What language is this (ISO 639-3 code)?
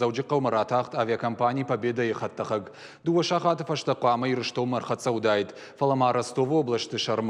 oss